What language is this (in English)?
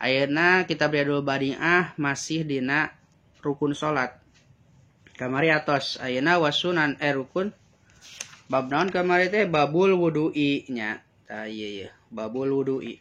Sundanese